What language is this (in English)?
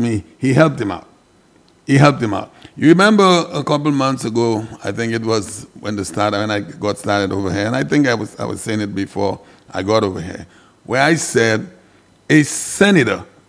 English